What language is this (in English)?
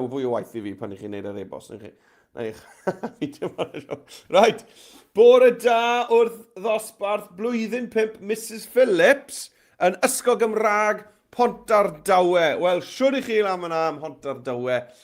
Welsh